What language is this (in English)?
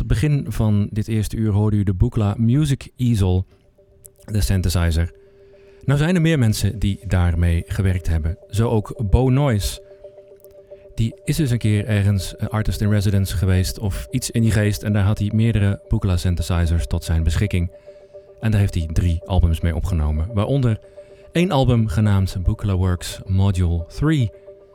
Dutch